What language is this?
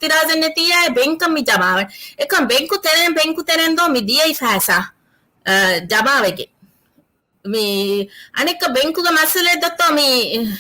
Divehi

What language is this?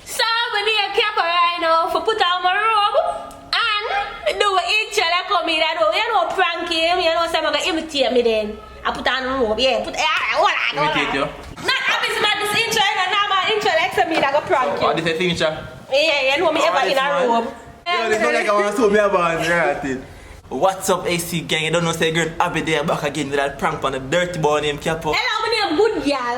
Jamaican Creole English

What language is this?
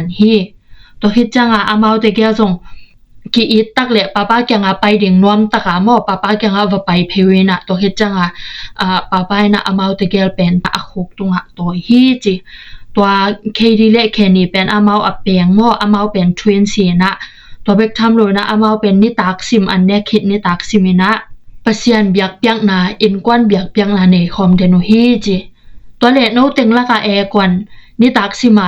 Tedim Chin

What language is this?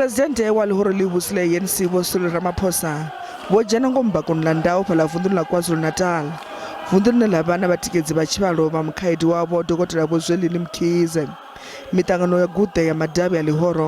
Venda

